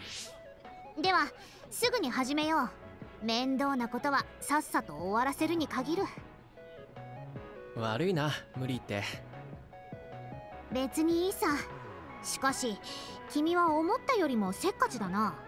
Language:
Japanese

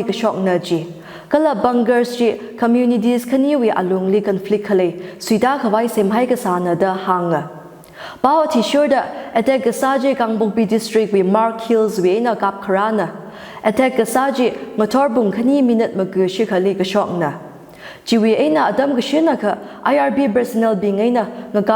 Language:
Tangkhul Naga (India)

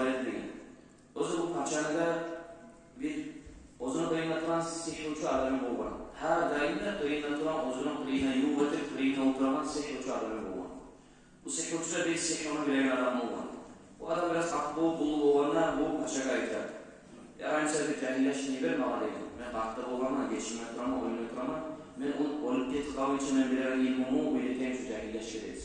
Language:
Kumyk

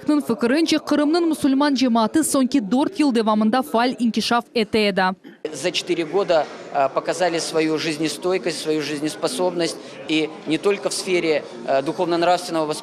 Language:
Crimean Tatar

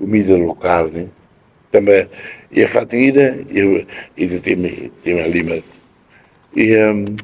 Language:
Tetum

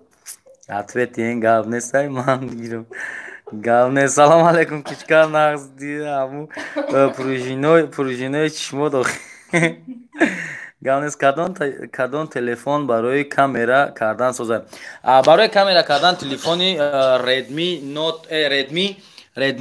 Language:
Tajik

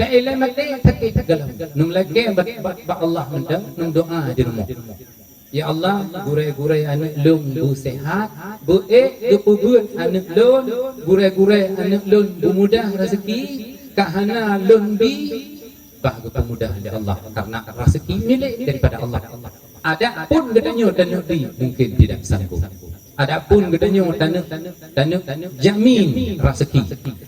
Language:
Achinese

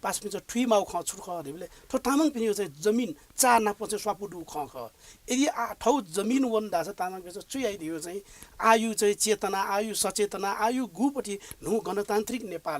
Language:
Newari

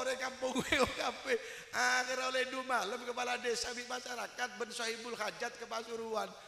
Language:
Madurese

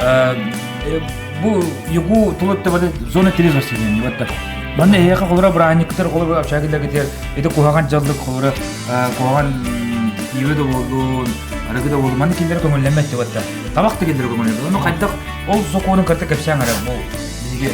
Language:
Yakut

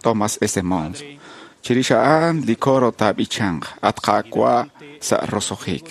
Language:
Kekchí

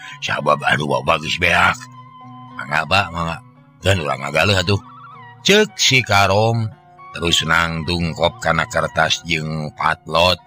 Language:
Sundanese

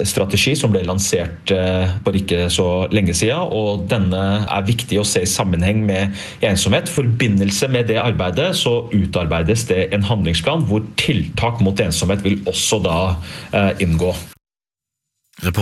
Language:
Norwegian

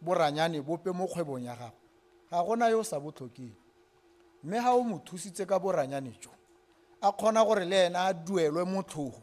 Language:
Tswana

